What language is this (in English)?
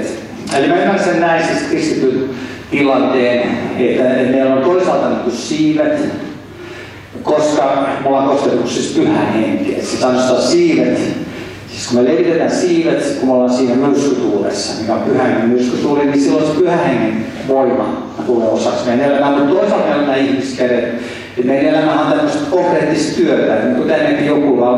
Finnish